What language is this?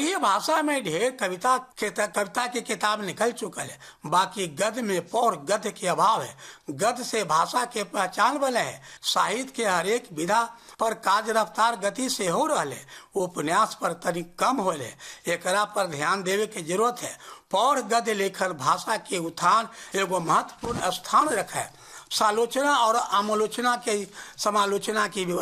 Bhojpuri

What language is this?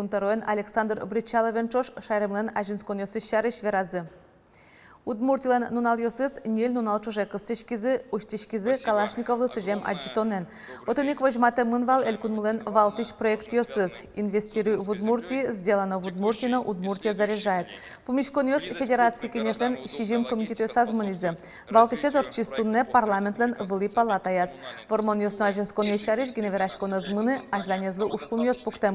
Udmurt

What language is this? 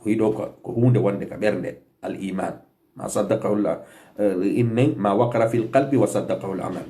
Fula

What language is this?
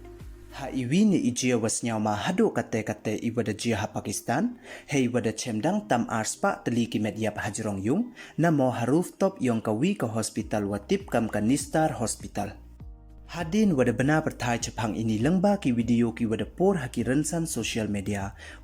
Pnar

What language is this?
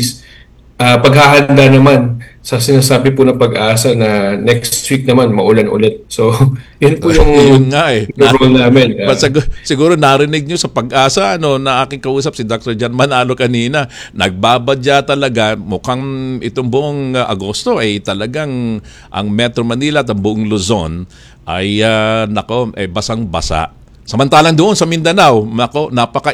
Filipino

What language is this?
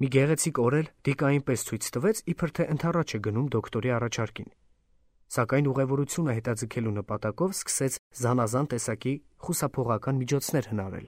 Armenian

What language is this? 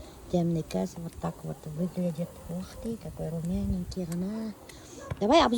Bashkir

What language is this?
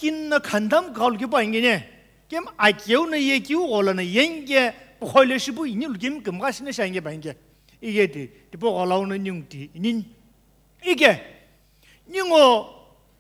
Sumi Naga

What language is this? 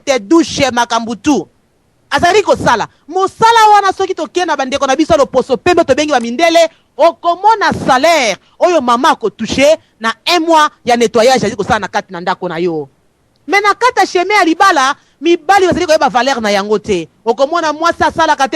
Lingala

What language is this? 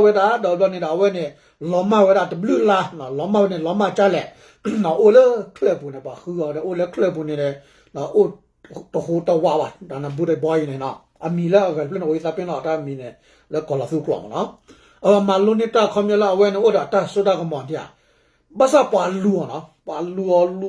S'gaw Karen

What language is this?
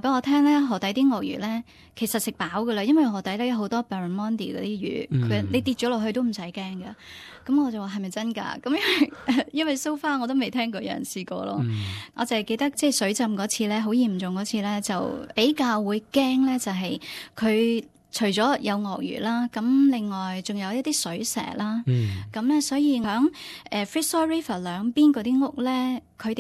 Cantonese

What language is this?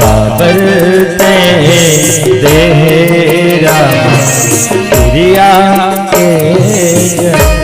Chhattisgarhi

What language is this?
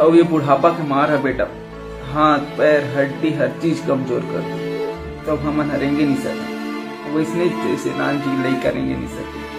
Chhattisgarhi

